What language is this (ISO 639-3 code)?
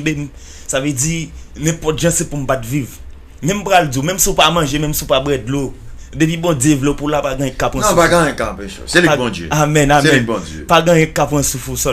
hat